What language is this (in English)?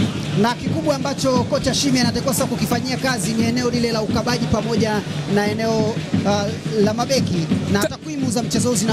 Swahili